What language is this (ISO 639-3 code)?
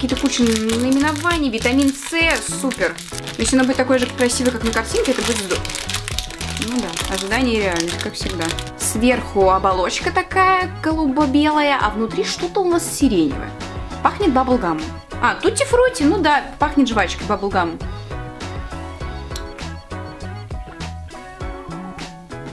rus